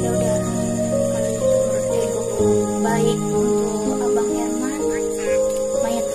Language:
Minangkabau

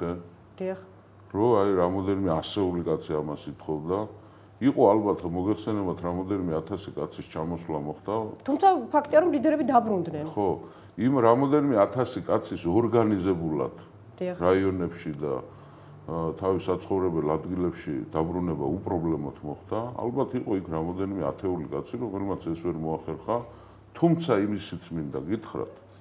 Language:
Georgian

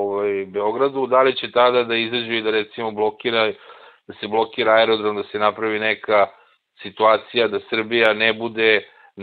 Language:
Serbian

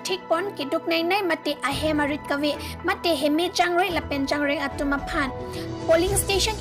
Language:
Karbi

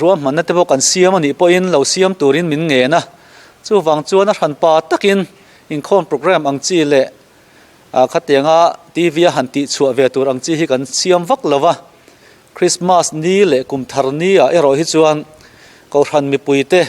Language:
Mizo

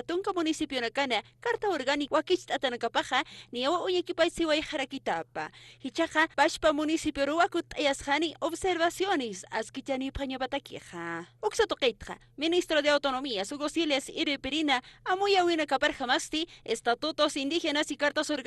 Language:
Aymara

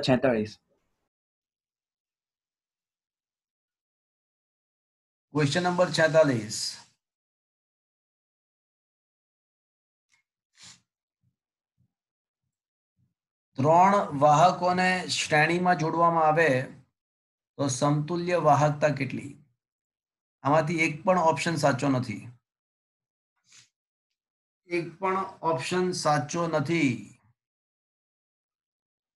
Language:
Gujarati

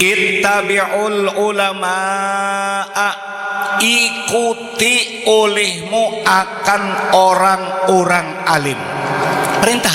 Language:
Banjar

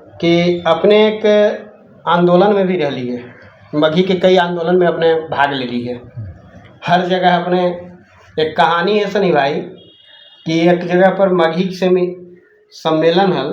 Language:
Magahi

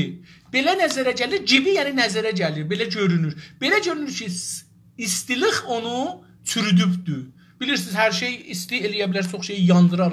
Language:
South Azerbaijani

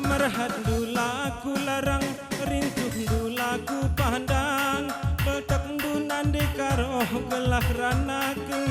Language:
Batak Karo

